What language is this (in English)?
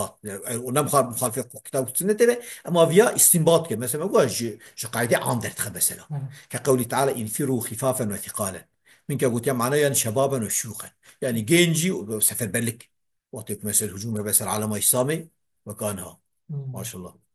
Kurdish